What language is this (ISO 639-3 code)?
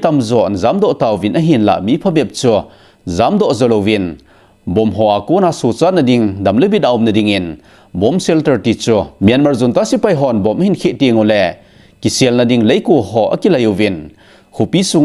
tcz